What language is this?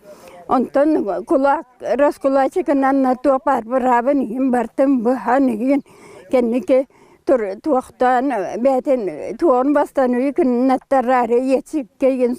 Yakut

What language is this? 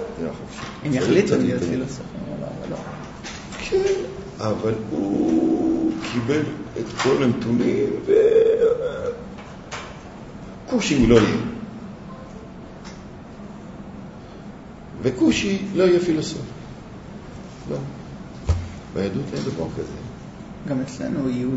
Hebrew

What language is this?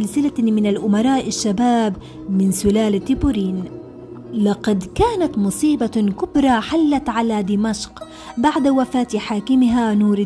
Arabic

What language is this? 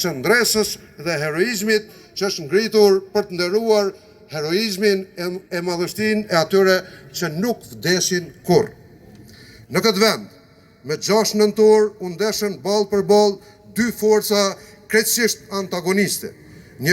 Albanian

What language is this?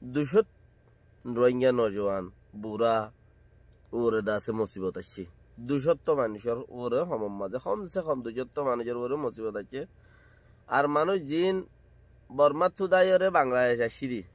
Rohingya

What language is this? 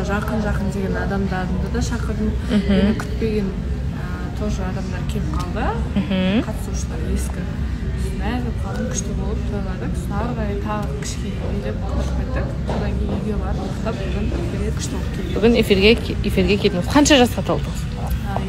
Kazakh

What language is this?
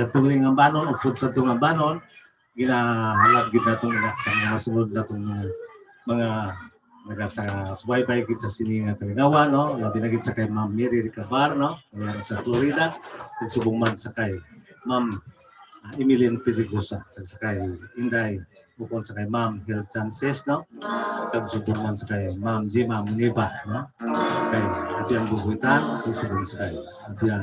Hiligaynon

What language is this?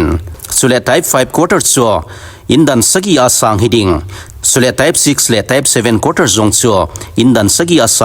Thado Chin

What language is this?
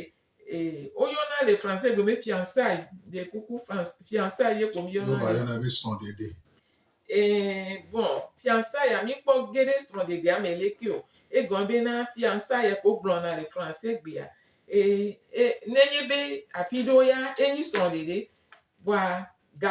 Gen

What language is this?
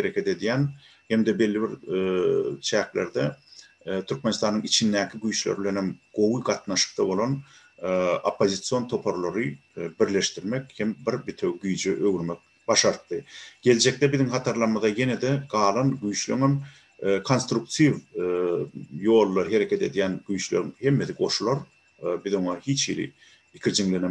Turkmen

